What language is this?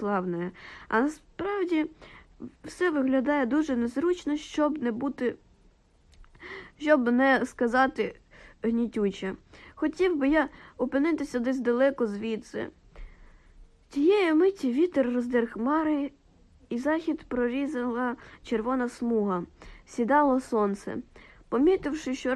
Ukrainian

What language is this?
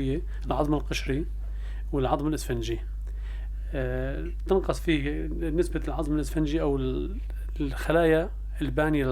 North Levantine Arabic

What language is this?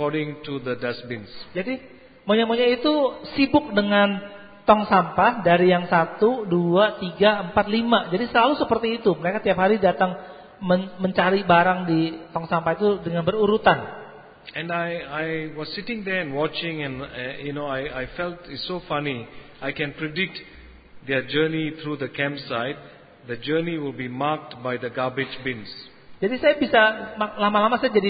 Indonesian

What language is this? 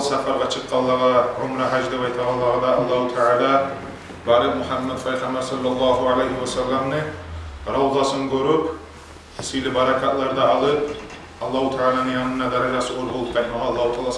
Kumyk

